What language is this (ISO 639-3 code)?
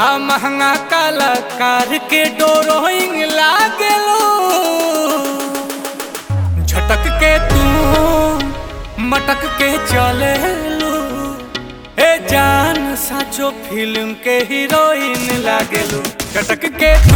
bho